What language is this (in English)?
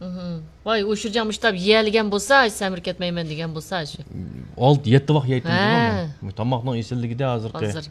Uyghur